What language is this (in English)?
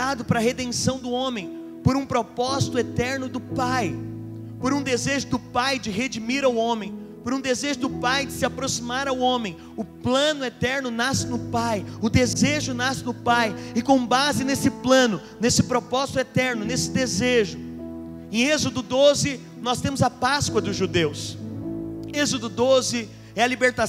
Portuguese